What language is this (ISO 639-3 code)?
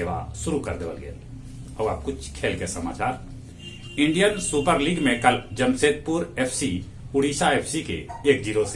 mag